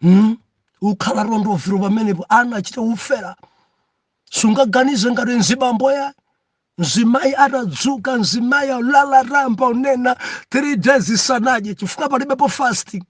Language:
Nyanja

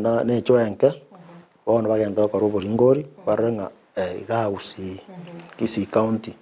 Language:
Gusii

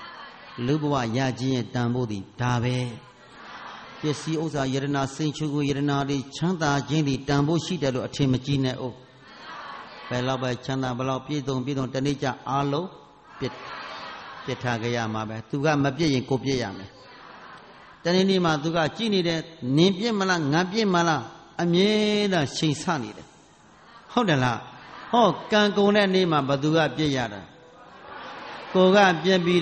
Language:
Burmese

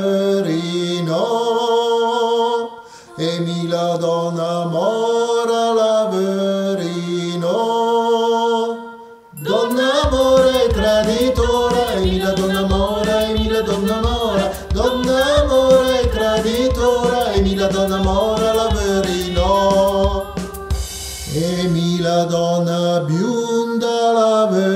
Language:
Italian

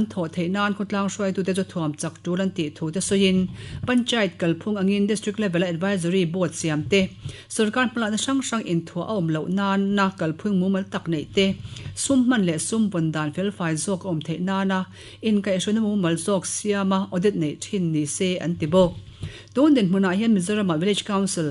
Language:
Mizo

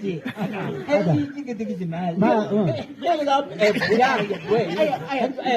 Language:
Chang Naga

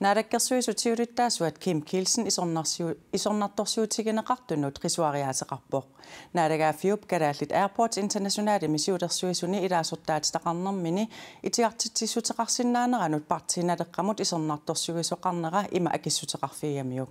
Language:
Kalaallisut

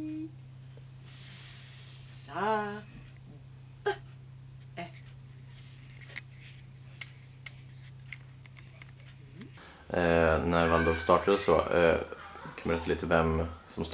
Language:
Swedish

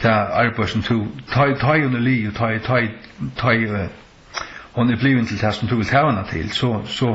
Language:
Faroese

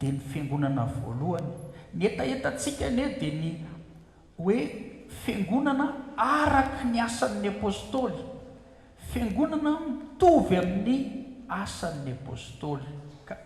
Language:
Malagasy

